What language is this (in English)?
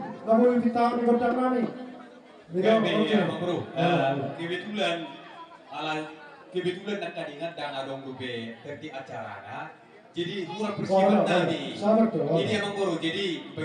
Batak Toba